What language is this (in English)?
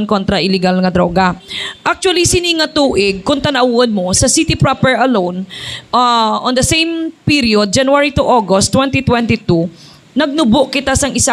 Hiligaynon